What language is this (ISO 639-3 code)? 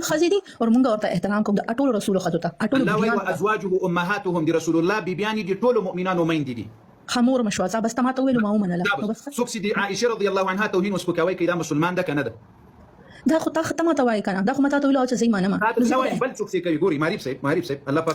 pus